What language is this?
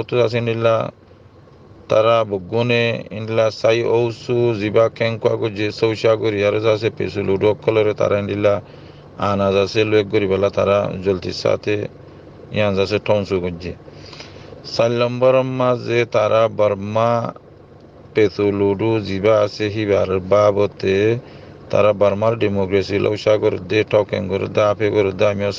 Rohingya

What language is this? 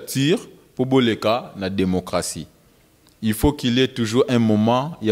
Lingala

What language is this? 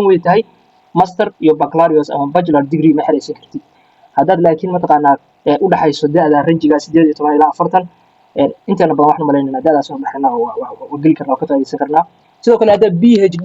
Somali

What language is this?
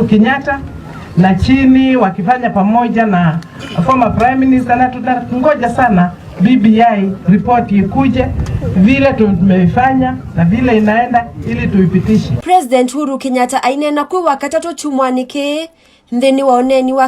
Kamba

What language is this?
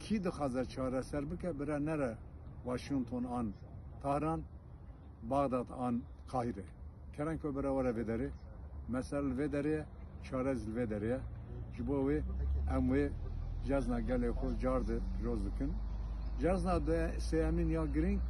Kurdish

